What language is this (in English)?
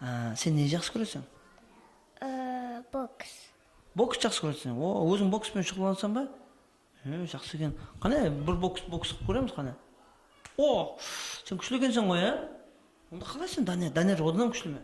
Kara-Kalpak